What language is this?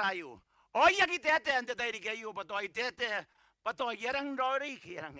Gilbertese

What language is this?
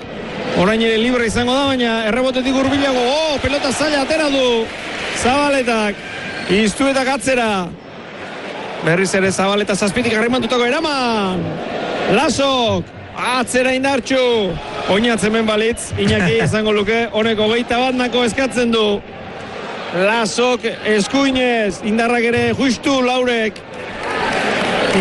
Basque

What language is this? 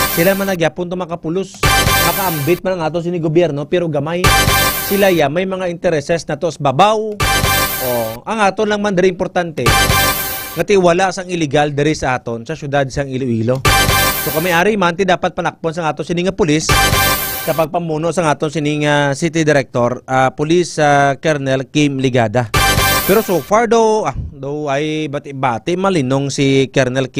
Hiligaynon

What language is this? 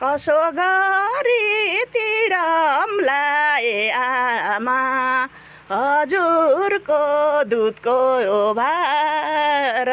Nepali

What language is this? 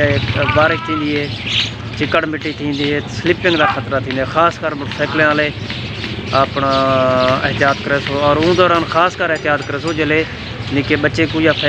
Saraiki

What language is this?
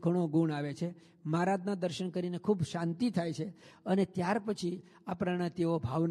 Gujarati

